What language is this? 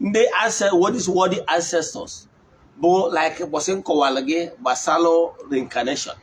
Igbo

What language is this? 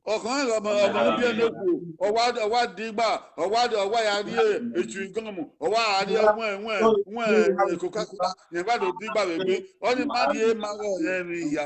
Bini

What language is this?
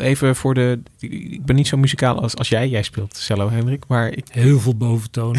Dutch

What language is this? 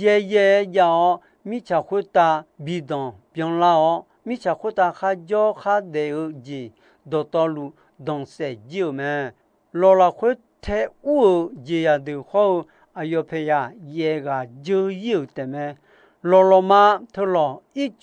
Akha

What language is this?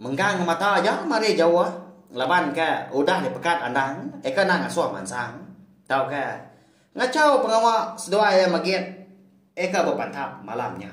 Iban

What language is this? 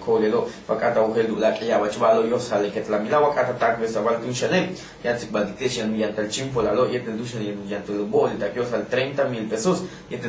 Yucateco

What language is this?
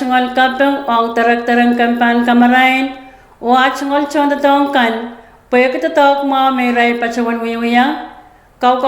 Pohnpeian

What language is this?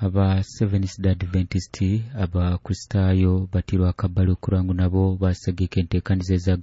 Nyoro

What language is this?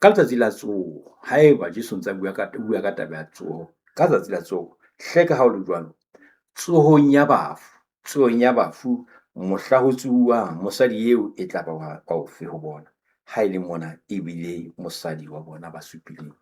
Southern Sotho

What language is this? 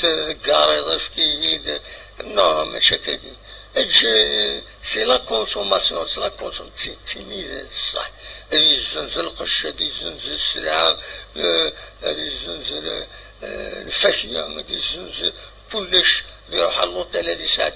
Kabyle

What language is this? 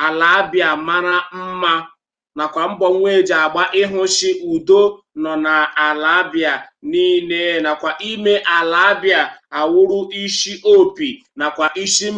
Igbo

